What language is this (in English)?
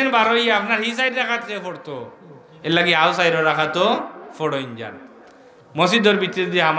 Sylheti